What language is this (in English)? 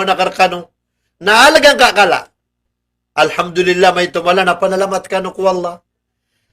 Maranao